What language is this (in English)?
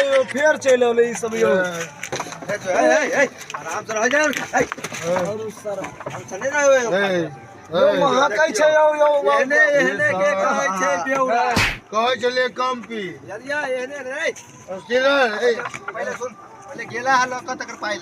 Maithili